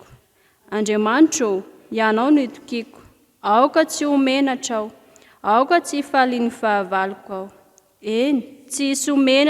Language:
Malagasy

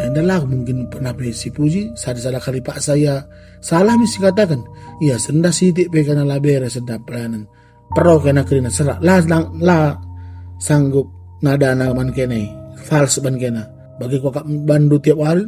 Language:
Batak Karo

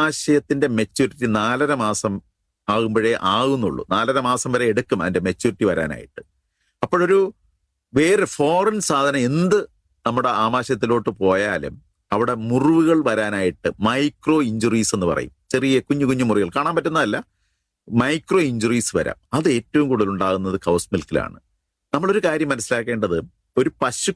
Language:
Malayalam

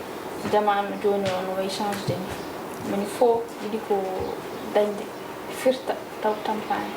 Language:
Fula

